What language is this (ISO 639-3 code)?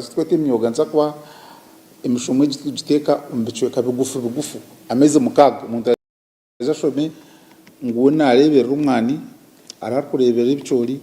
nyn